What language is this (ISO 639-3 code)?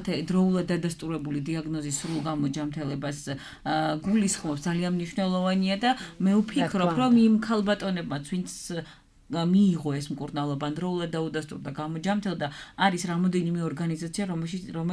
kat